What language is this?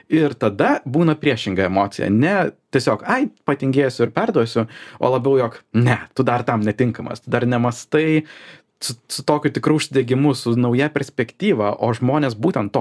Lithuanian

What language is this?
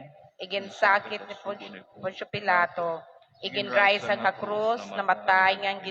Waray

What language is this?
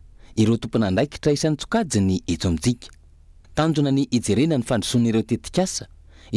Malagasy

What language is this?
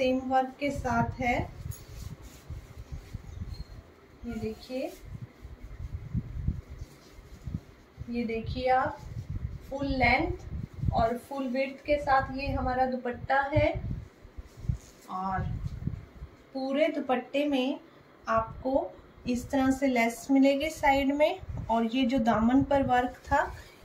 Hindi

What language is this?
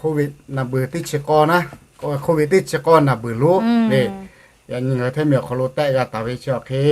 Lahu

